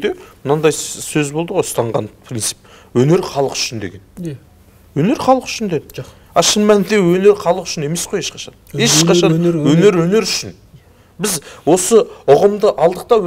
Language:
Kazakh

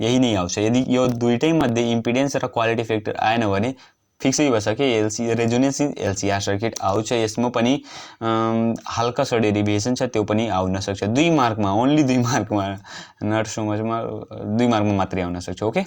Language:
Nepali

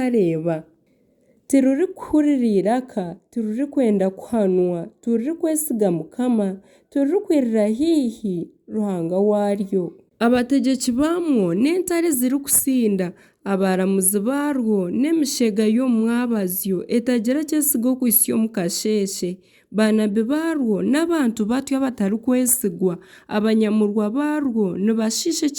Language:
Nyankole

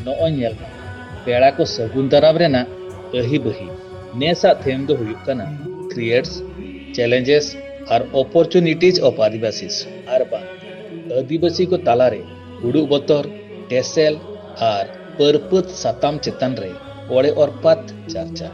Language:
Santali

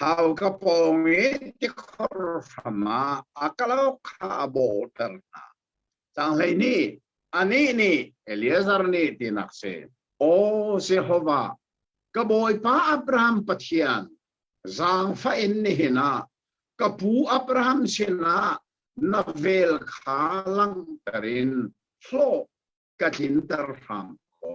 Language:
Hakha Chin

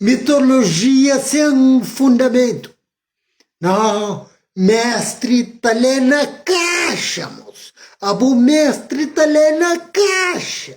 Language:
Kabuverdianu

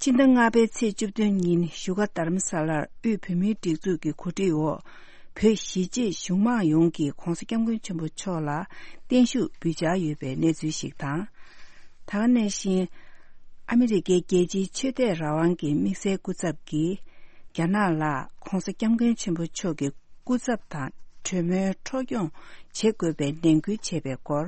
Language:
Tibetan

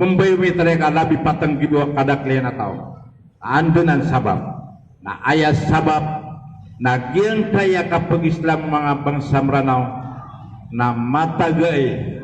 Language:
Maranao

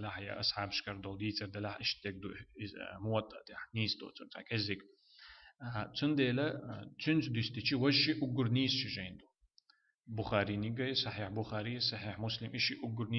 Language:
Chechen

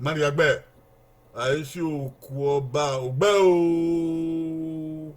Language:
Bini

